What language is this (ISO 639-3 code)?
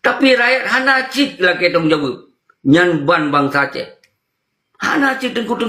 ace